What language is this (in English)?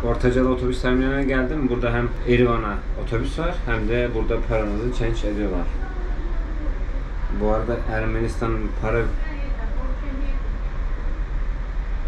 Turkish